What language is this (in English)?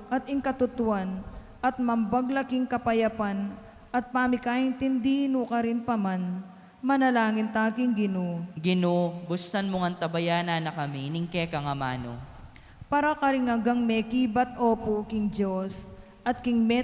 Pampanga